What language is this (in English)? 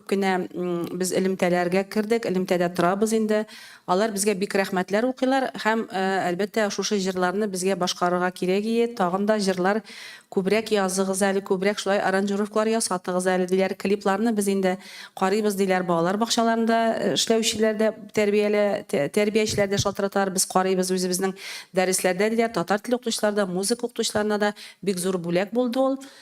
Tatar